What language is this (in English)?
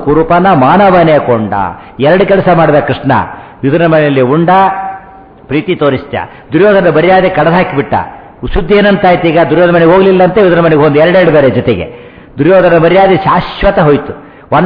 Kannada